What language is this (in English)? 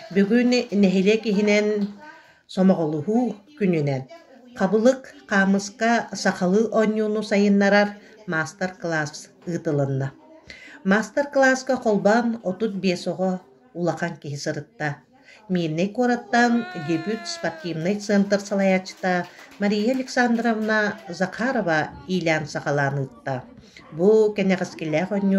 Yakut